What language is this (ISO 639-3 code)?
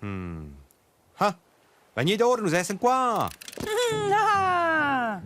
roh